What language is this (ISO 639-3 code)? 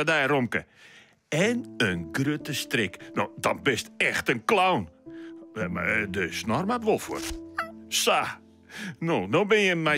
fry